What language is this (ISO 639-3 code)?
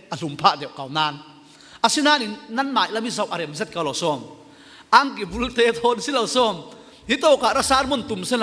cfm